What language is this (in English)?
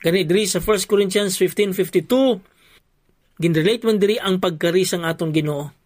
Hiligaynon